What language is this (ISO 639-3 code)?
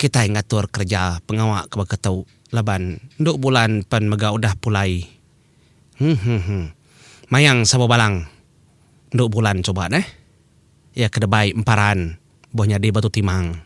iba